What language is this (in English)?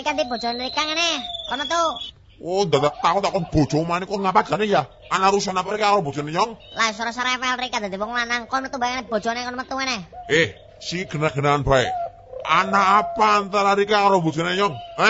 Javanese